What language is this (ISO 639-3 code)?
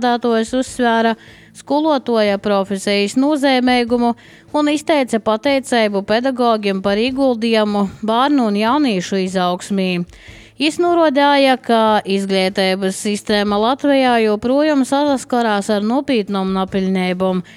lav